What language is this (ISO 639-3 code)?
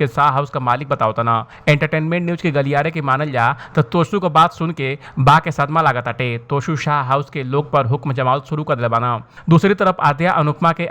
bho